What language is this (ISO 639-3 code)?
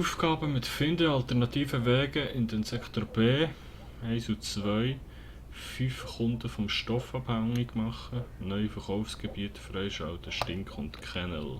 gsw